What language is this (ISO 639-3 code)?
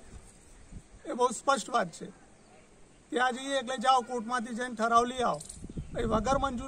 guj